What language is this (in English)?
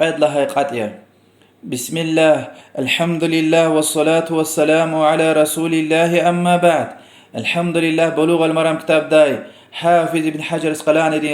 Lezghian